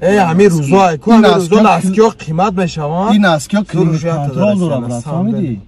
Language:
Tajik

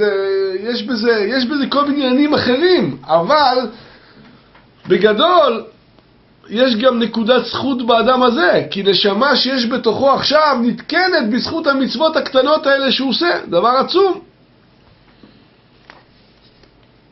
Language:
Hebrew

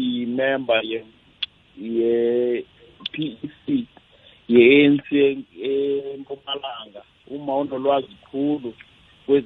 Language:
South Ndebele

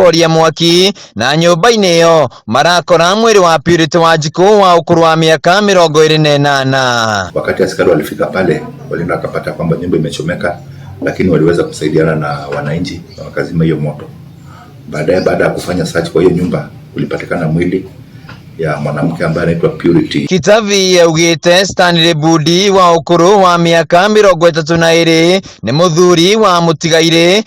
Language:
Kikuyu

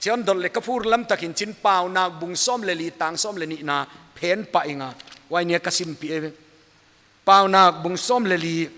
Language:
Paite Chin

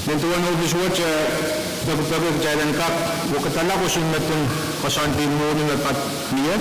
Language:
Pohnpeian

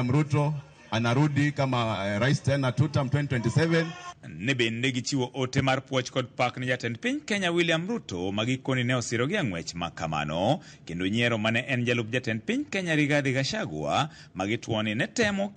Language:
Luo (Kenya and Tanzania)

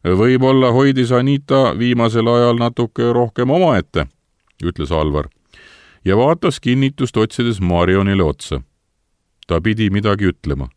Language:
Estonian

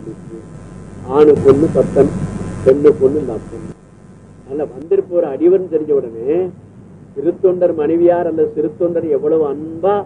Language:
Tamil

